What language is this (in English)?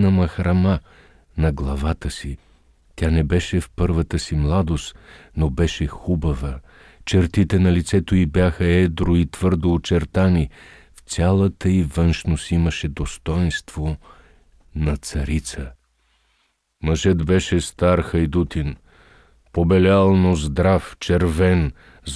Bulgarian